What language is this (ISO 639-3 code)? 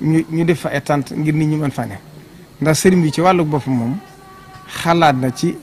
wol